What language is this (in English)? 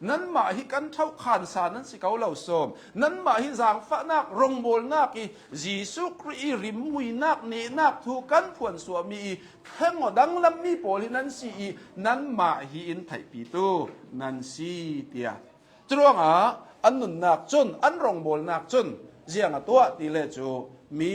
Hakha Chin